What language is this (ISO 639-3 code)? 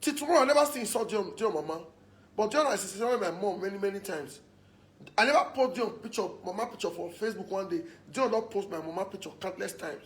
pcm